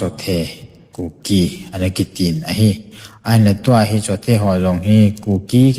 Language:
Thado Chin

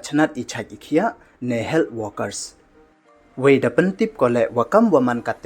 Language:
Pnar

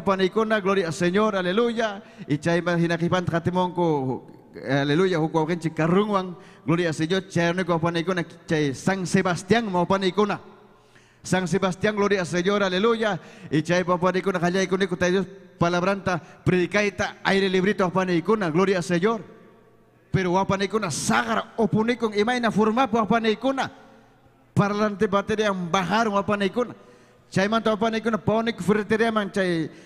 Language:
Ayacucho Quechua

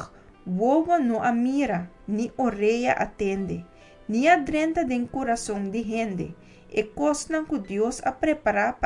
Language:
Papiamento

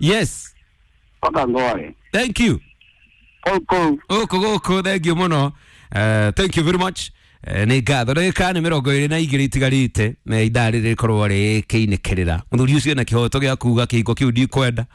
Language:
Kikuyu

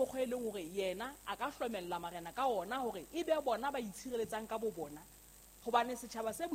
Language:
Southern Sotho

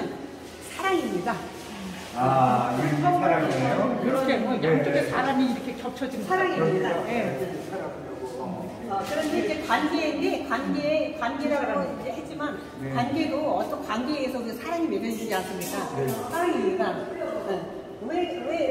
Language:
Korean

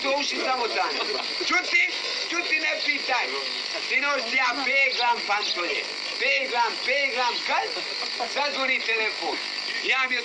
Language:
Croatian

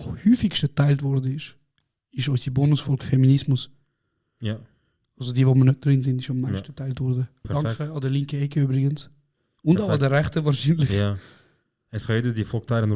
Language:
Swiss German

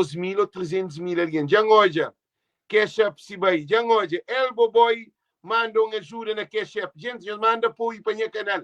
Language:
Kabuverdianu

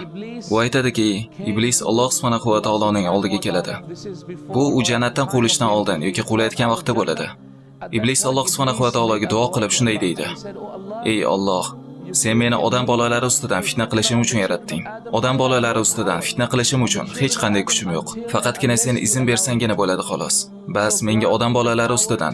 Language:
Uzbek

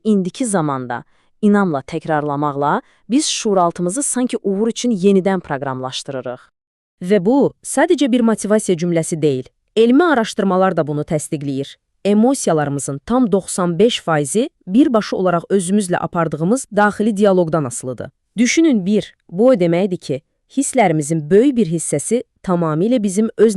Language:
Azerbaijani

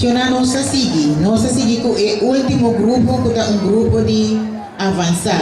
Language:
Papiamento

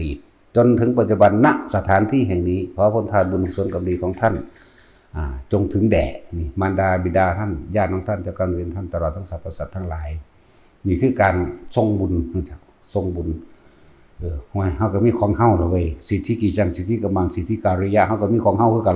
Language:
Northeastern Thai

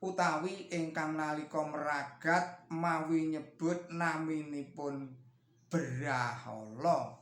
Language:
Javanese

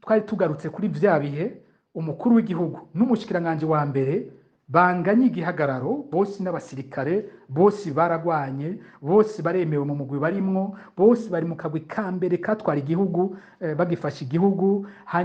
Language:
Rundi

